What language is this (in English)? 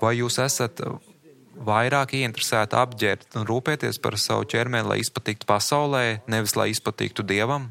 Latvian